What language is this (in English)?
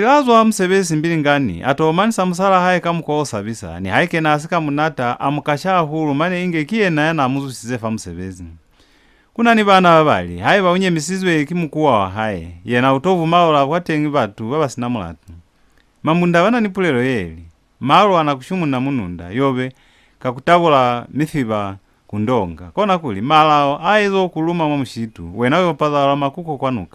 Lozi